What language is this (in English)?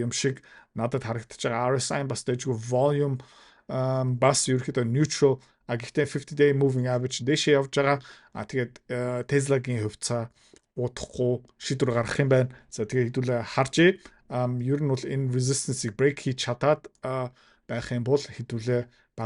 Mongolian